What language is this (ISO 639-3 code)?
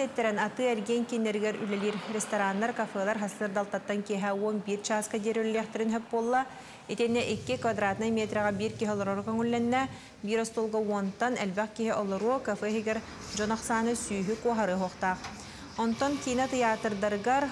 sah